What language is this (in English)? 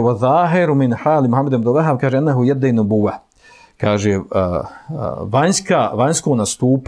Bosnian